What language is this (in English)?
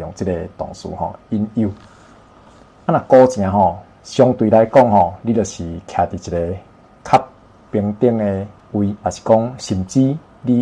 Min Nan Chinese